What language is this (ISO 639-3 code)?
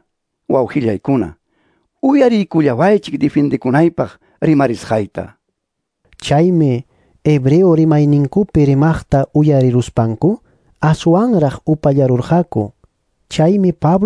que